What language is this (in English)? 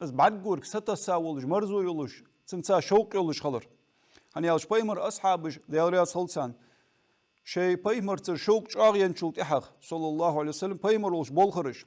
Ingush